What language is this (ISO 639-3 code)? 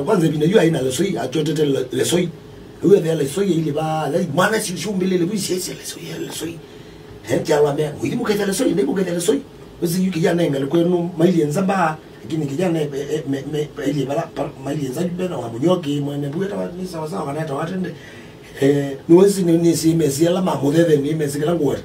kam